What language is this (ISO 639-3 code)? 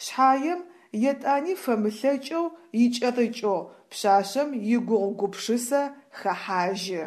ady